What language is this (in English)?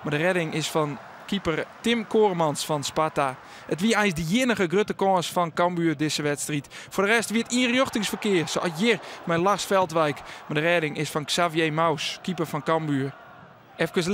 Western Frisian